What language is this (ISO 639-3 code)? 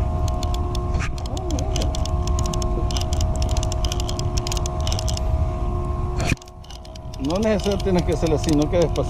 spa